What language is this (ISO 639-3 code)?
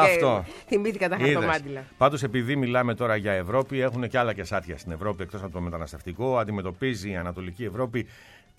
ell